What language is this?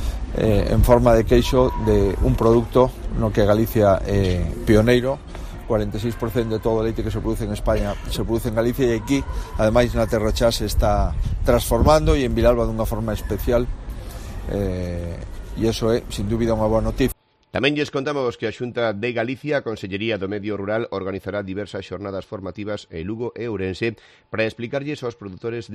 Galician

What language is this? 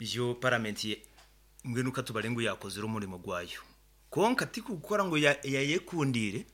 Nyankole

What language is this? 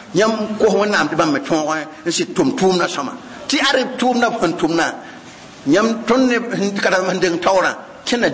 Mossi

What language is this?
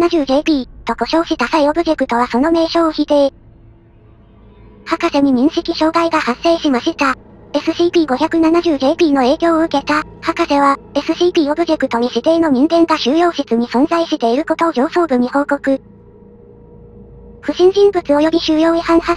Japanese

